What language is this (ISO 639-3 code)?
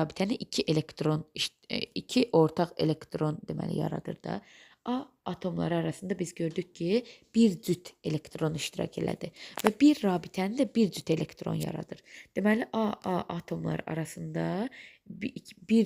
aze